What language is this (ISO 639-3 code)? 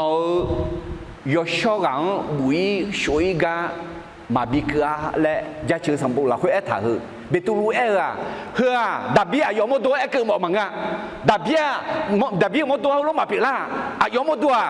ahk